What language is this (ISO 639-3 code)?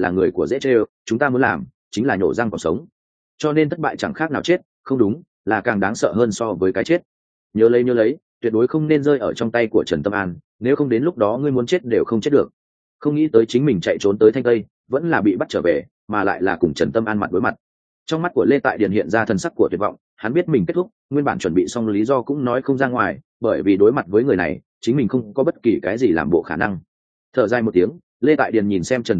vie